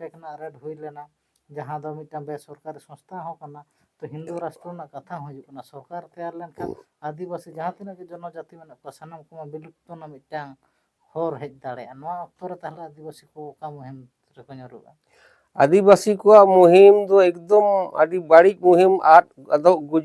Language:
Santali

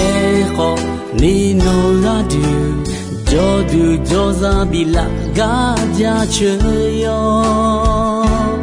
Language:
Akha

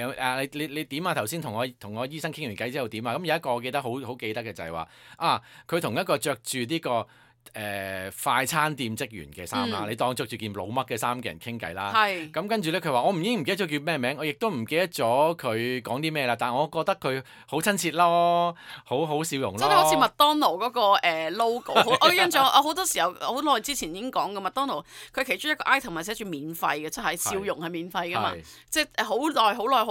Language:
Cantonese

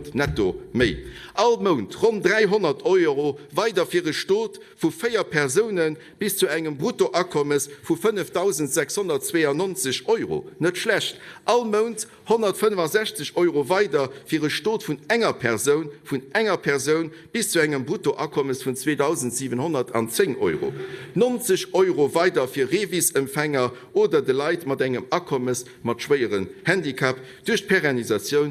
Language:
Luxembourgish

